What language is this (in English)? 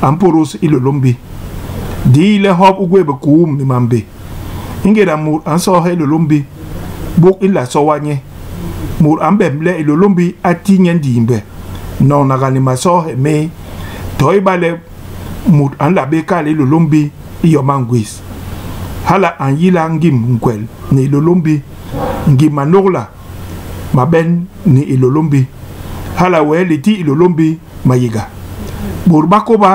Basaa